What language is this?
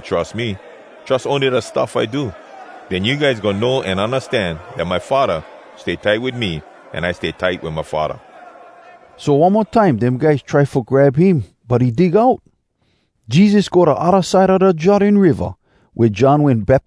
Hawai'i Creole English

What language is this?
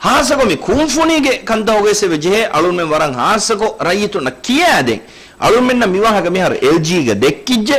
Divehi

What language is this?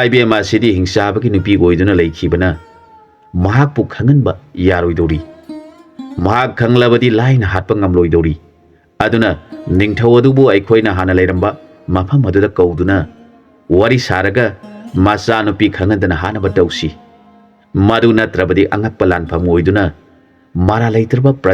Manipuri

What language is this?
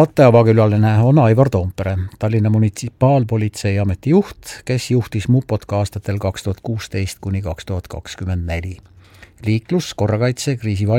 Estonian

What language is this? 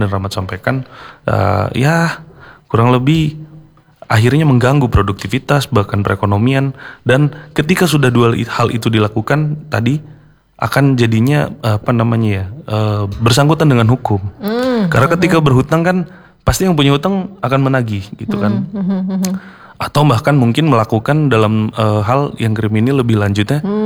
Indonesian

